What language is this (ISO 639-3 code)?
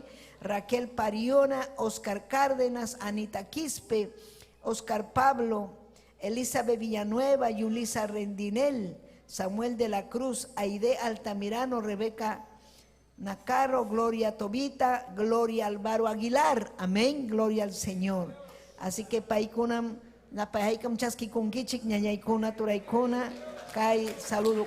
quy